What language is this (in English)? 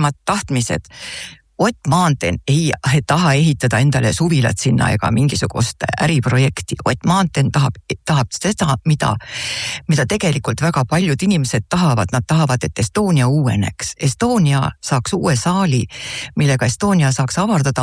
Estonian